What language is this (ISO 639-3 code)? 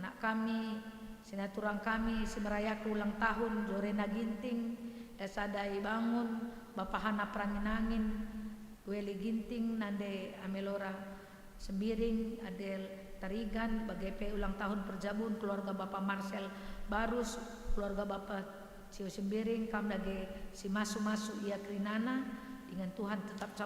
btx